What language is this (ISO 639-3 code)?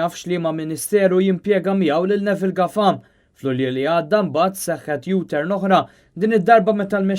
mlt